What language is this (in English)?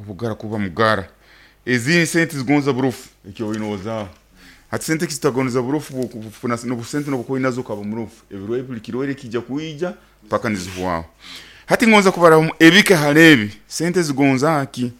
Nyoro